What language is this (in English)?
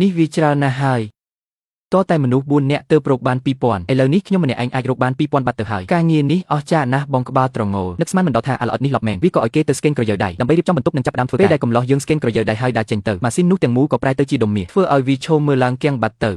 Khmer